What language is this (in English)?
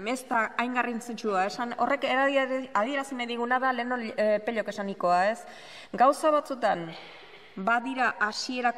Basque